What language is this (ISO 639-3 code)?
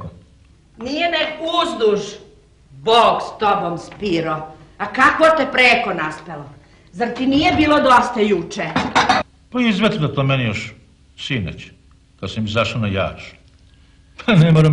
srp